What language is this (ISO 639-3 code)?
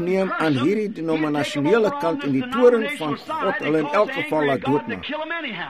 afr